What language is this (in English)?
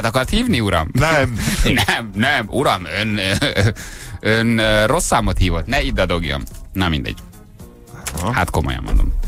Hungarian